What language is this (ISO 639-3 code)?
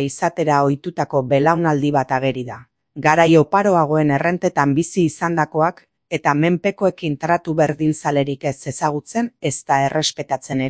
eus